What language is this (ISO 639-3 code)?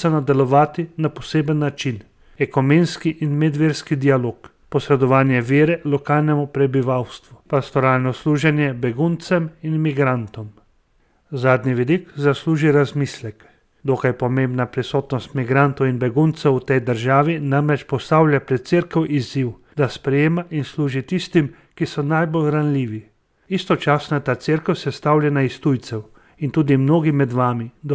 slv